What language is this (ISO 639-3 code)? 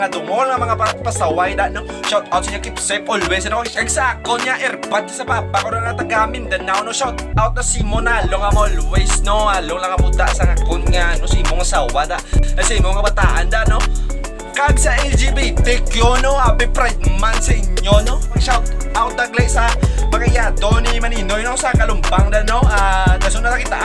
hil